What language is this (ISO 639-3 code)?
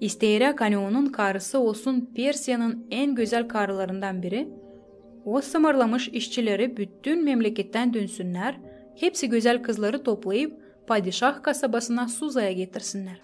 gag